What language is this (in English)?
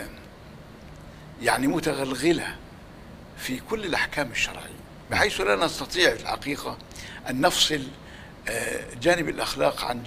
Egyptian Arabic